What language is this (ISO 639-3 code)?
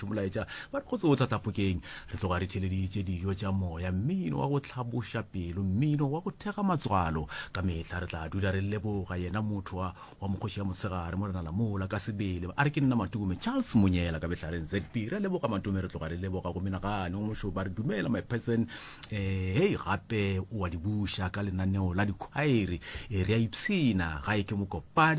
nso